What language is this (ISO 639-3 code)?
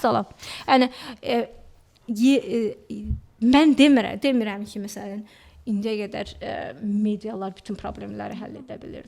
aze